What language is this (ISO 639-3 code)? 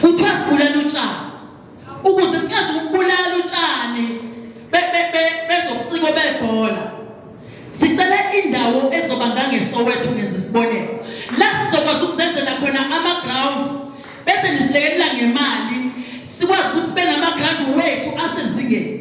zul